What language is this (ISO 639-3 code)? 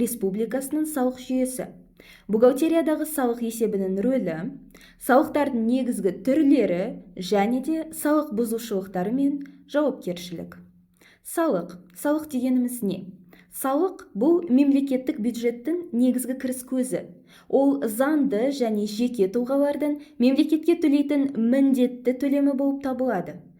kaz